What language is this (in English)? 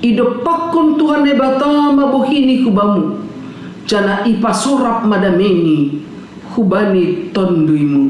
Batak Simalungun